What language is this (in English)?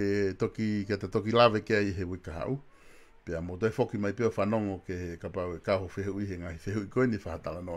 Tongan